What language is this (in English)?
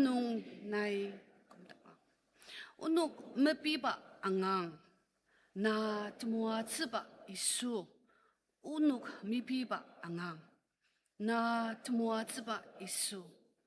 Ao Naga